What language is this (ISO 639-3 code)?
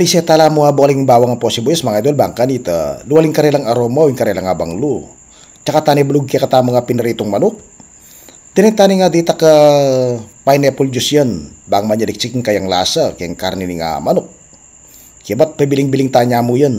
pam